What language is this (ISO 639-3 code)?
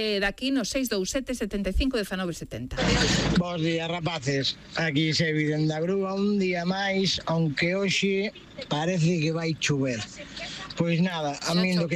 glg